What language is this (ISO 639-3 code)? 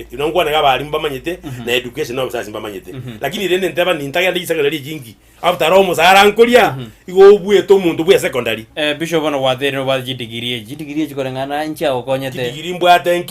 guz